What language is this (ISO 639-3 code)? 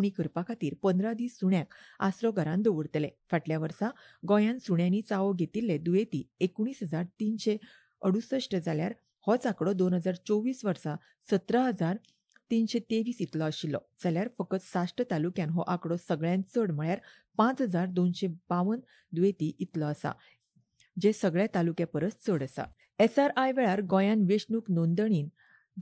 kok